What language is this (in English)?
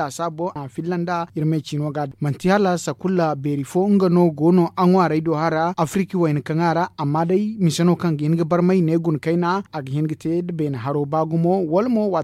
Zarma